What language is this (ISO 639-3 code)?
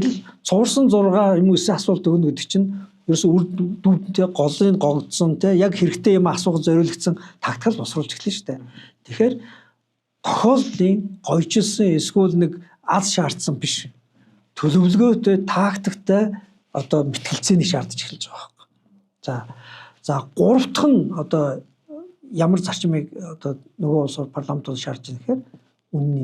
mon